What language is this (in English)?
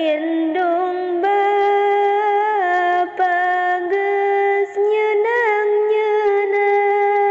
Sundanese